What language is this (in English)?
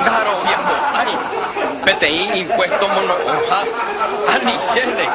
Guarani